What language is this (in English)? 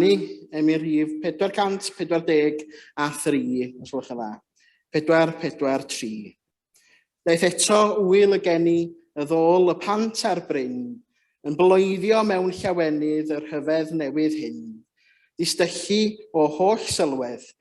Welsh